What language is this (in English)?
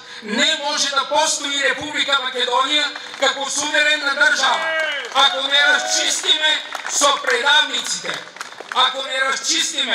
Macedonian